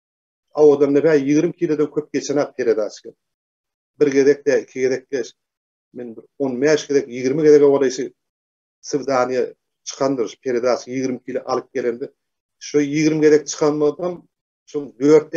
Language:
Turkmen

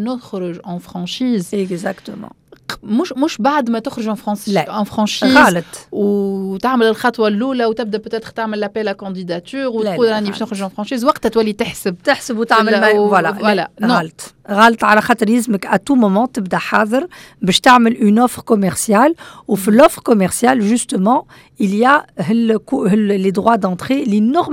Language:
Tunisian Arabic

